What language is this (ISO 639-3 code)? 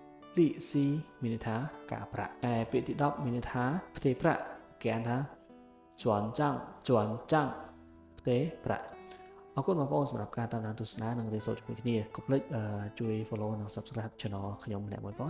khm